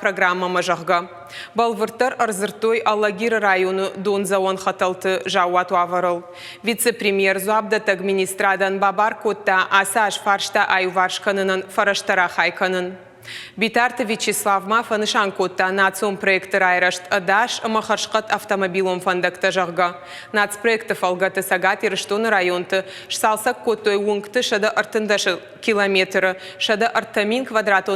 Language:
Ossetic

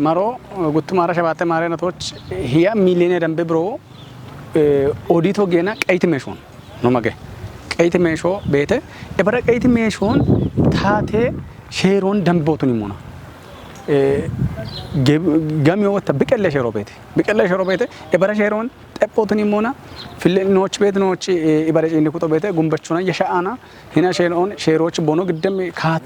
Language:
Kafa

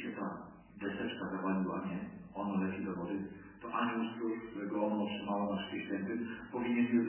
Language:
Polish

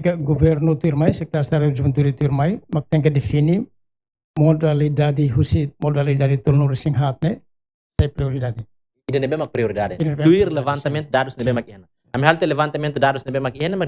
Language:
Tetum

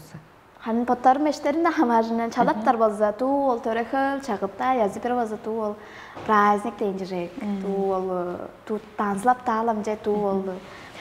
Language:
Tuvinian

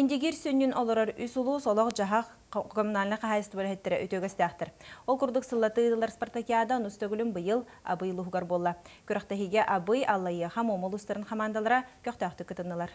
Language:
Yakut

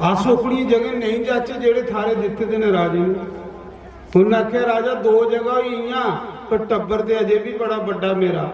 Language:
Dogri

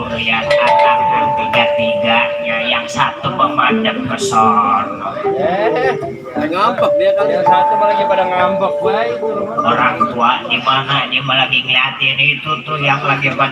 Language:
Betawi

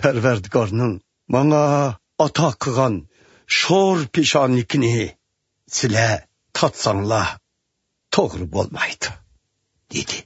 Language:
Uyghur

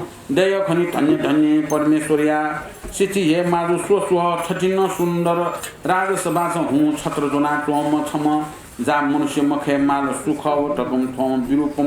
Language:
Newari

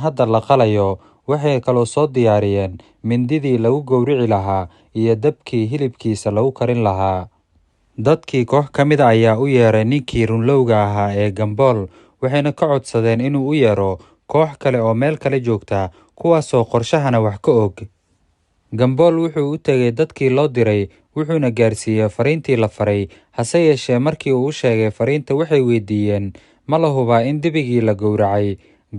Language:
Somali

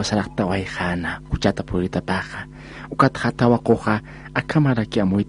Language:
Aymara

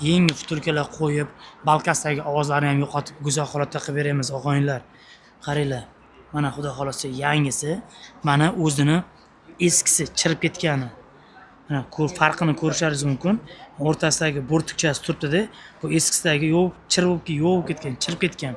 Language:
Uzbek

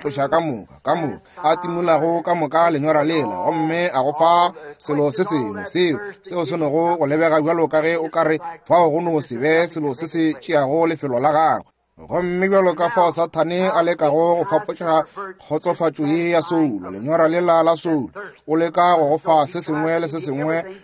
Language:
Northern Sotho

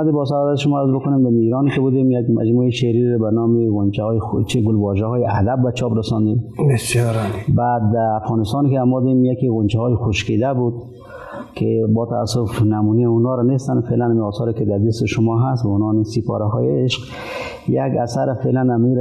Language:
Persian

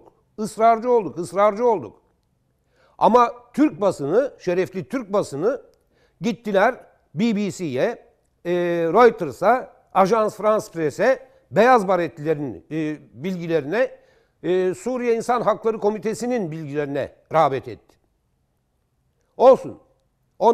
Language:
Turkish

